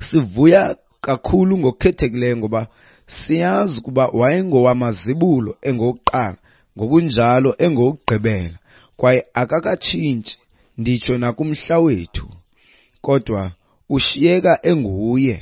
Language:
Xhosa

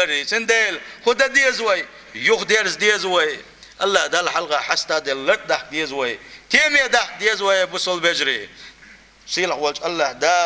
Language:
Chechen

